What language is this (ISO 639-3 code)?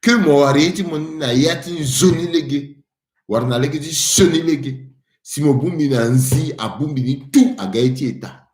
sag